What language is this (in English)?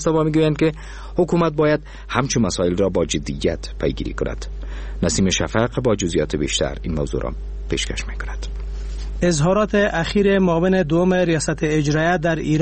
Persian